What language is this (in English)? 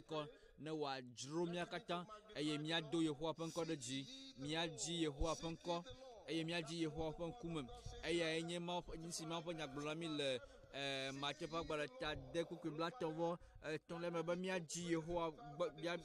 Ewe